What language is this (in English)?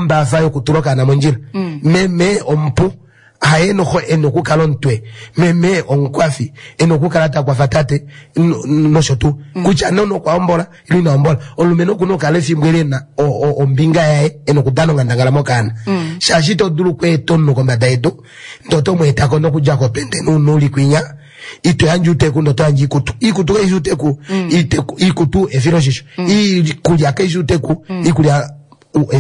Kuanyama